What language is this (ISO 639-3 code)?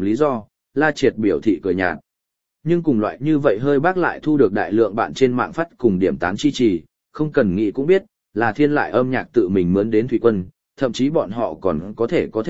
vie